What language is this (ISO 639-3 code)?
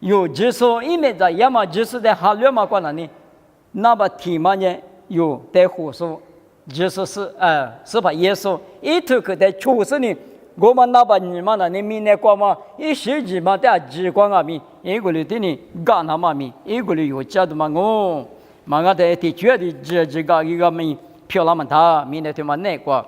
lis